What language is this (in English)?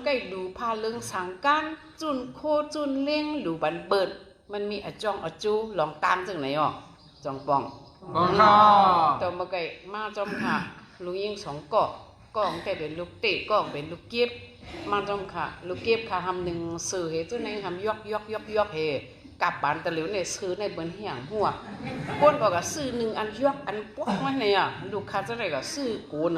Shan